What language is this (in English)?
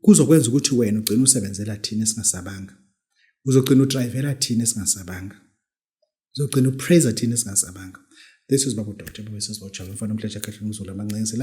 Zulu